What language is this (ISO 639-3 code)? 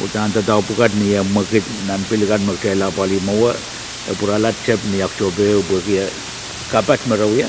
pon